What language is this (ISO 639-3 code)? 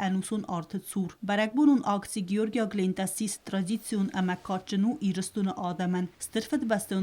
oss